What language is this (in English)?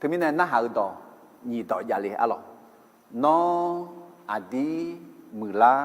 Akha